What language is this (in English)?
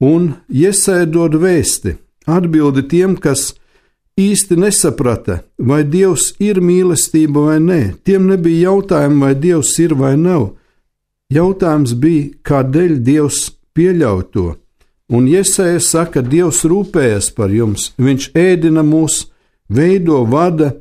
Latvian